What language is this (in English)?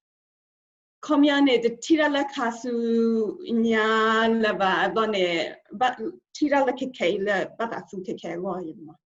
S'gaw Karen